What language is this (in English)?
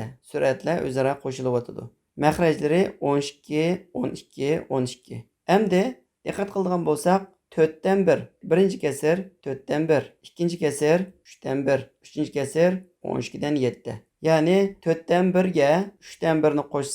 Uyghur